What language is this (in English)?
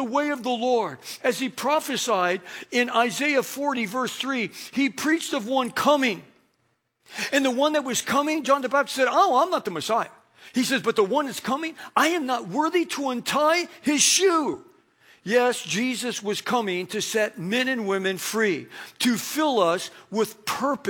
English